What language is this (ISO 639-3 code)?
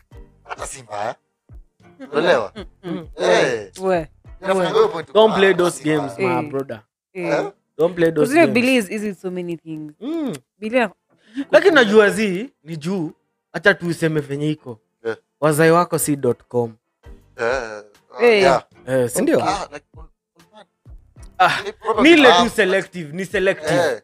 swa